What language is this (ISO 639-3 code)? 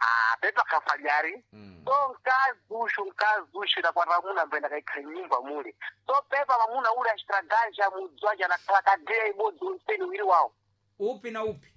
seh